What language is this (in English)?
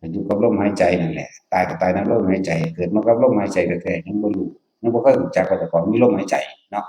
Northeastern Thai